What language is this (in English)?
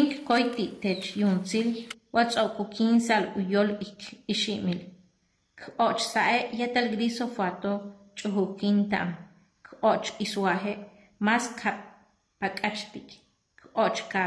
Yucateco